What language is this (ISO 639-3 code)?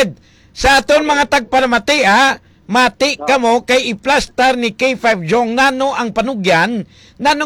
hil